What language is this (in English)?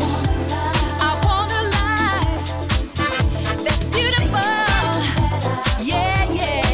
English